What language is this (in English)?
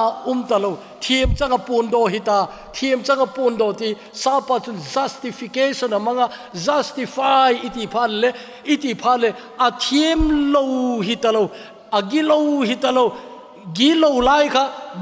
Thado Chin